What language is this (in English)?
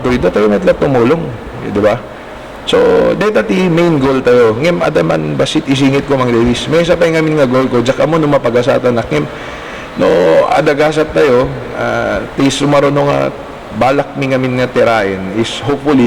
Iloko